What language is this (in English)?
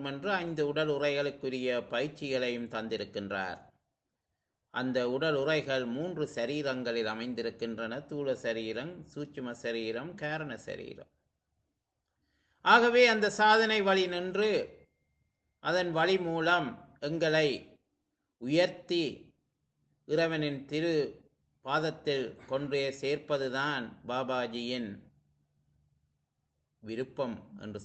Tamil